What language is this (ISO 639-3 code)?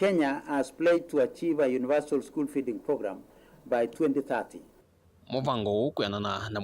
kam